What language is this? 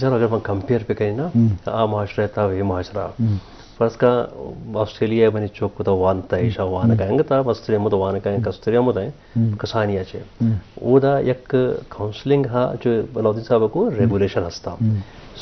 Eastern Balochi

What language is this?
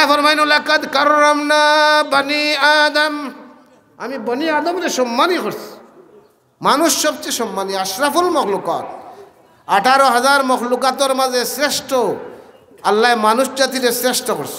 Sylheti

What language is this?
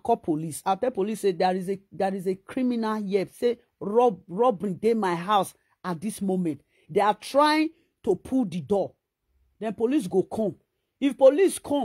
Nigerian Pidgin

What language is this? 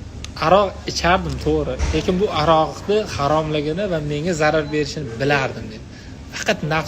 Uzbek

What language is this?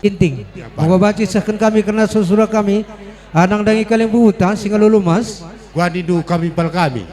Batak Karo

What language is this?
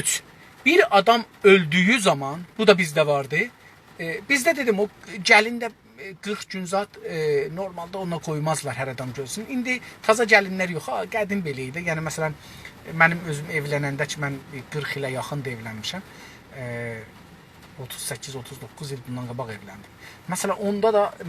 South Azerbaijani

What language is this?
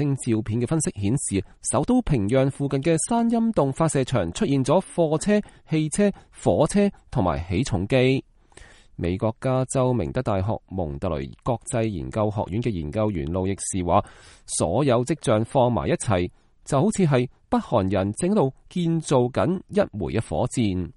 Cantonese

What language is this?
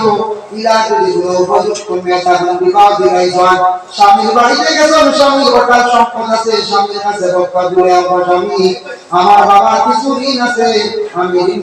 Sylheti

